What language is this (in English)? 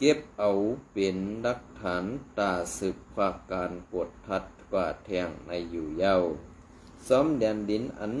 Shan